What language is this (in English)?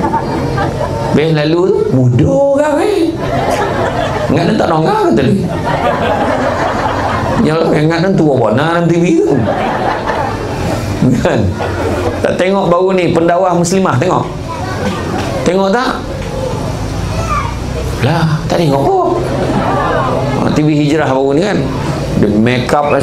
Malay